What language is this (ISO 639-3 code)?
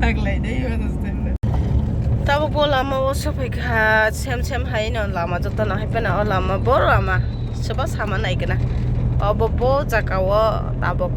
trp